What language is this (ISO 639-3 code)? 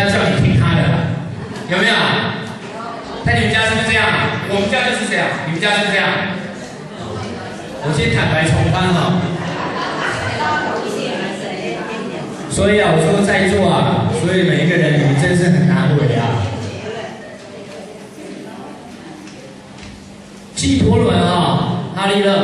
zho